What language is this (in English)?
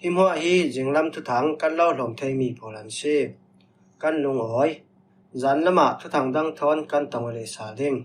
Falam Chin